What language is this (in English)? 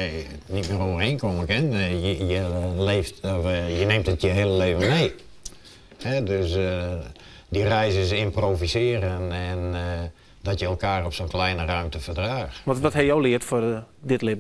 Western Frisian